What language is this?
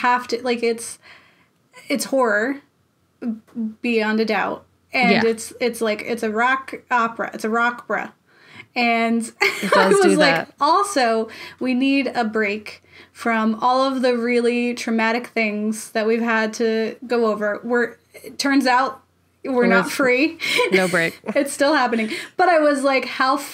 English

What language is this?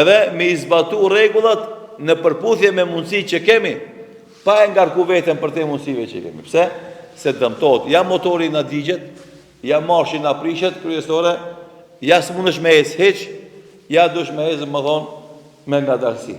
Albanian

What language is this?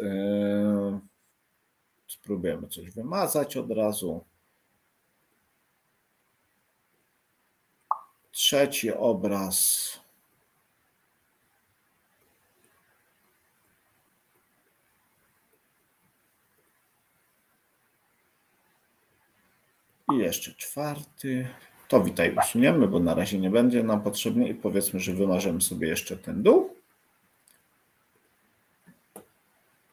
Polish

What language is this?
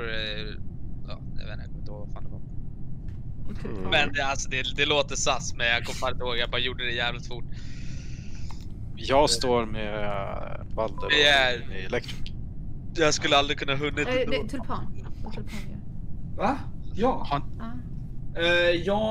Swedish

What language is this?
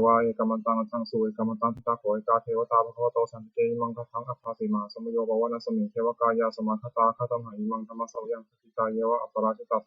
Pali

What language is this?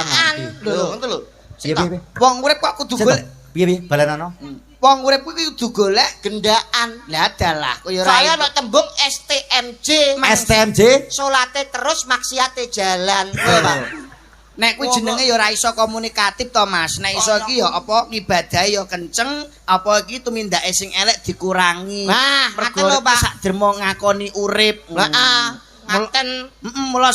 Javanese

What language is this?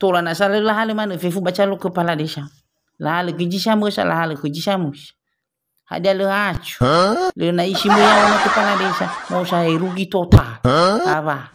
Nias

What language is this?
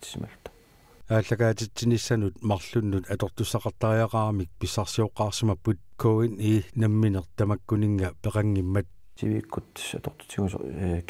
Kalaallisut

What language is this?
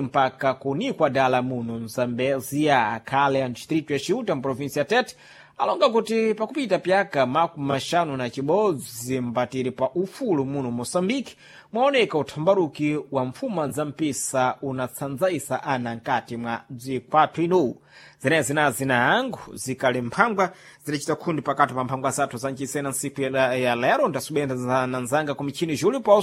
Sena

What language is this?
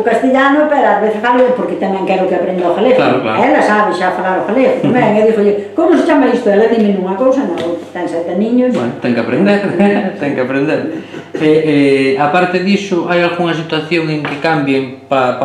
Galician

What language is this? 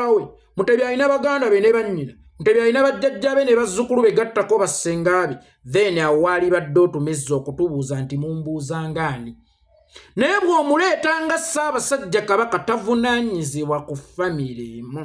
Ganda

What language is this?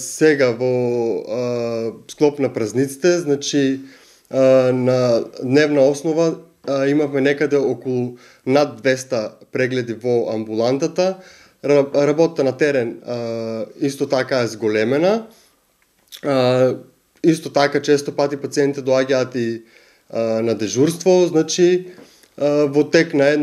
Macedonian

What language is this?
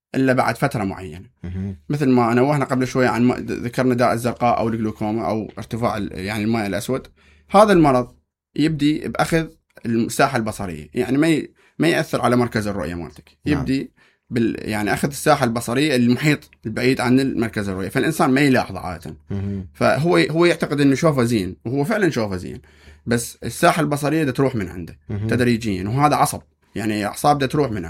Mesopotamian Arabic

